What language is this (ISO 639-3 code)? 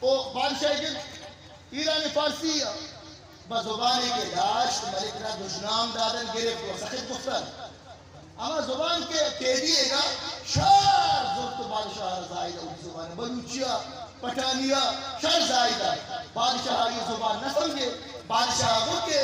bgp